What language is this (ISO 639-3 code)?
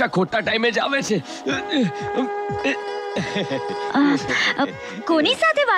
guj